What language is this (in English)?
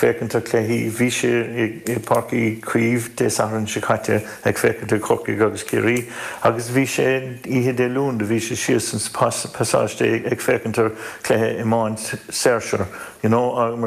Irish